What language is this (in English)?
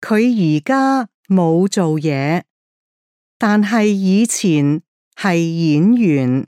Cantonese